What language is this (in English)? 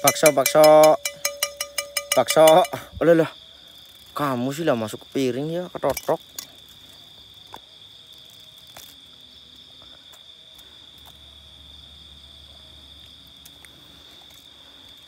Indonesian